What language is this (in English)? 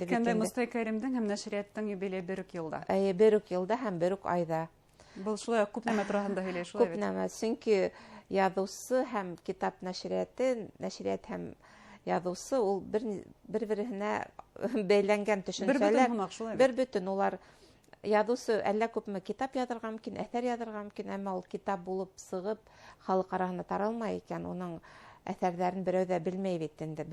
Bashkir